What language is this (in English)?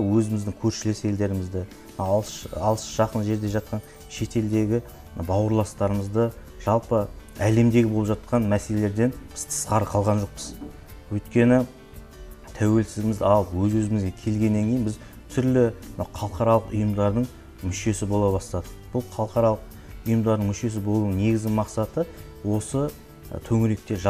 Kazakh